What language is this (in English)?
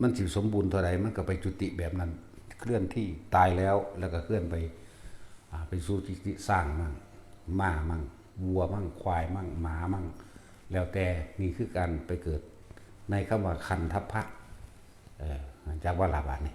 Northeastern Thai